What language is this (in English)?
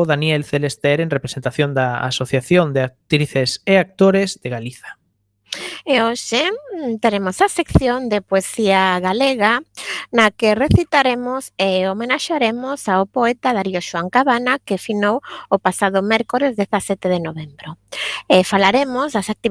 Galician